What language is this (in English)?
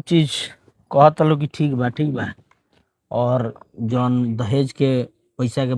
Bhojpuri